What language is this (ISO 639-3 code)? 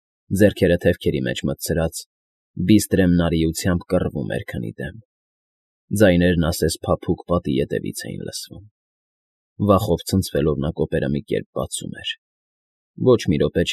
hye